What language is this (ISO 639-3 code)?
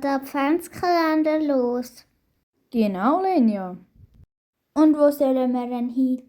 gsw